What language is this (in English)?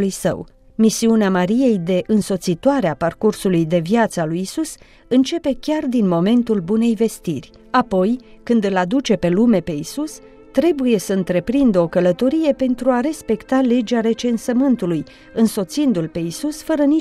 Romanian